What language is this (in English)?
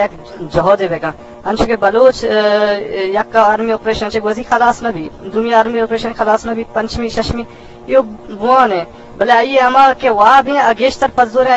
Eastern Balochi